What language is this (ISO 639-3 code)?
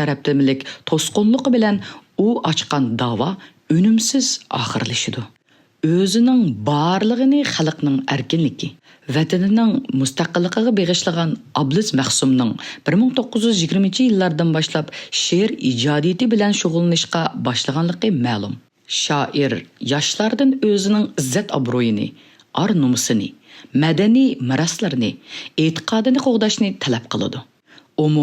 uig